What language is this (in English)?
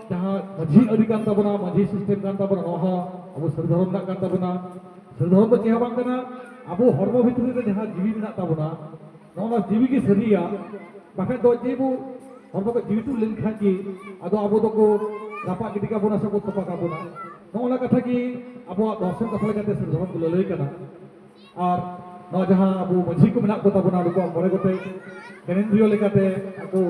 Santali